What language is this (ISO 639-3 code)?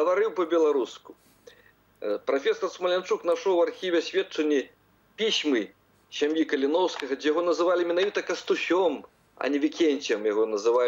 bel